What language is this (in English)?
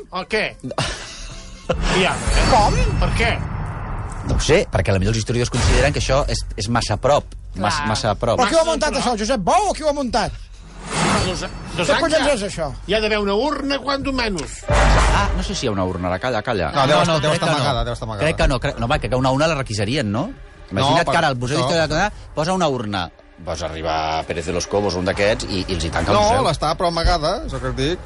Catalan